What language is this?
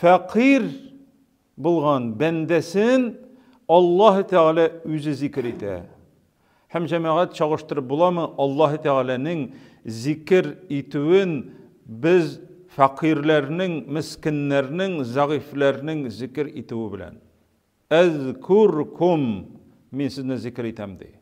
Tatar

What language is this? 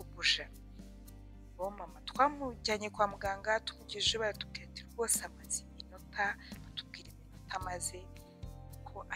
Kinyarwanda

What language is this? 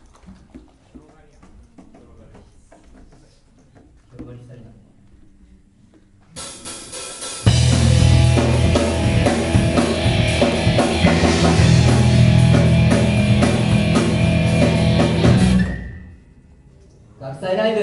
Japanese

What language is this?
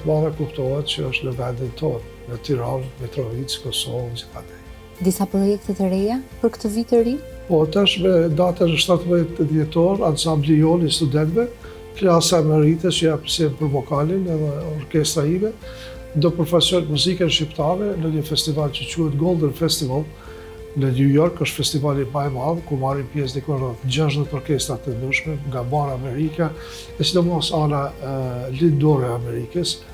Albanian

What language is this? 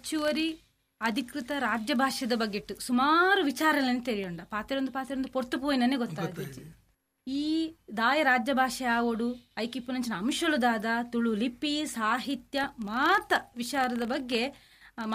Tulu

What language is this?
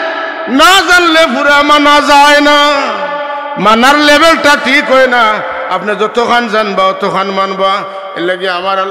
Sylheti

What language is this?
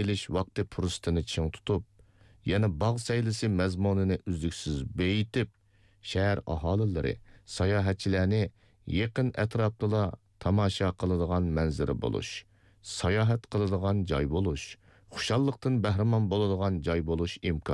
Uyghur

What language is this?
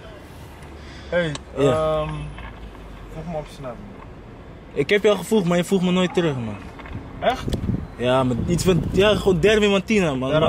Dutch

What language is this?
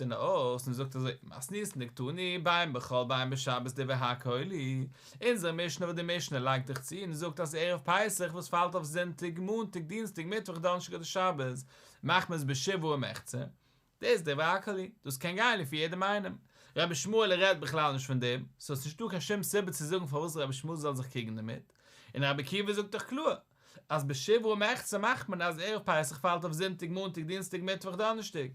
Yiddish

